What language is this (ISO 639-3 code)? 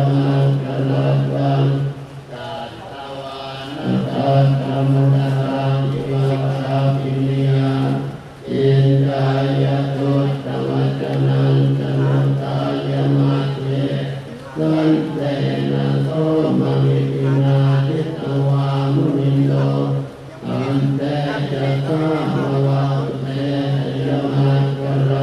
pli